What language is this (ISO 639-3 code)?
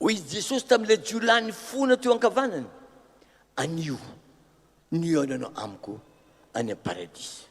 mlg